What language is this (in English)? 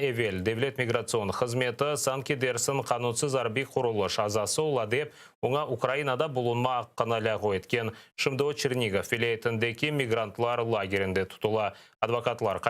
Crimean Tatar